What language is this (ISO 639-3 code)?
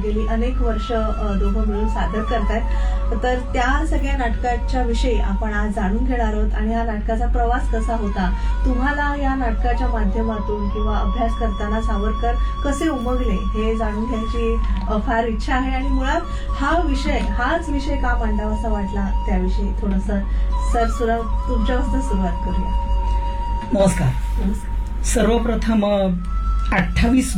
mar